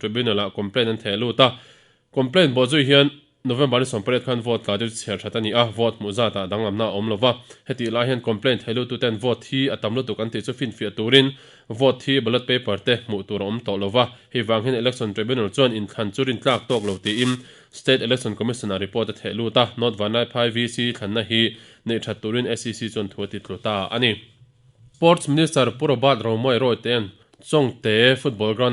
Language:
Mizo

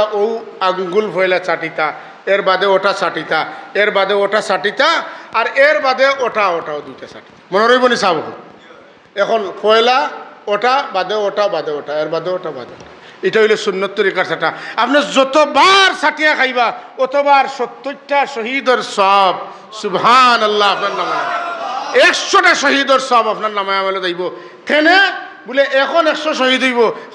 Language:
Sylheti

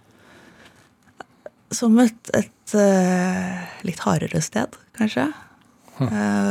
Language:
Norwegian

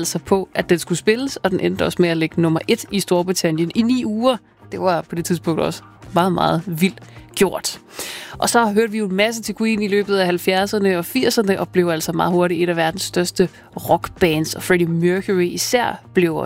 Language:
Danish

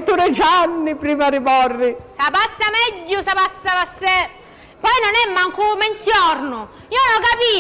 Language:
Sicilian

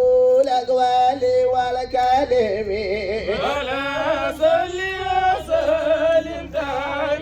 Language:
Fula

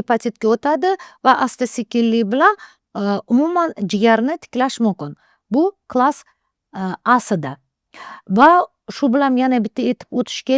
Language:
Uzbek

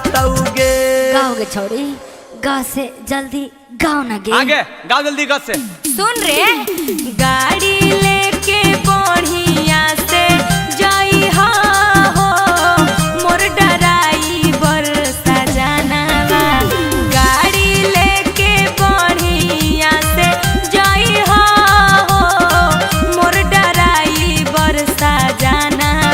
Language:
Magahi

